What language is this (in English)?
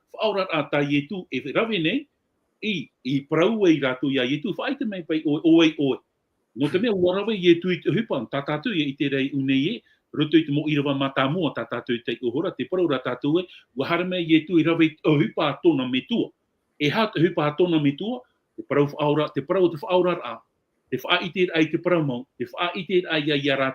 Tahitian